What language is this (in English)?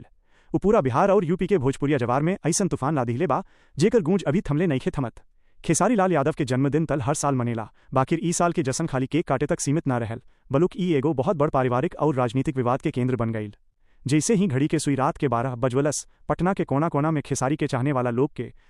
Bhojpuri